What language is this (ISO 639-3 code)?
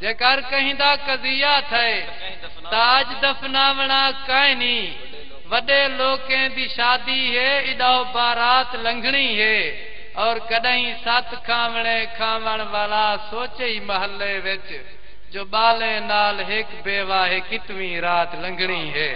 skr